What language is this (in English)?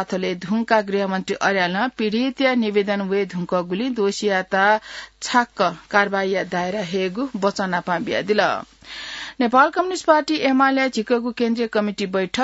Newari